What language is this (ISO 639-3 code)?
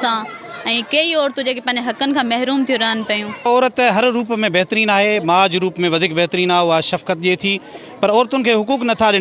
snd